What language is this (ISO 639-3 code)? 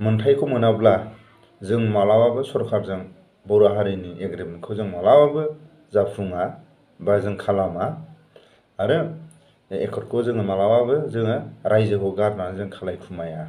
brx